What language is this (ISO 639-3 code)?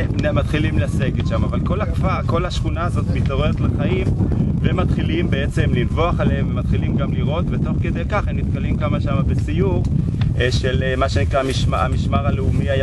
heb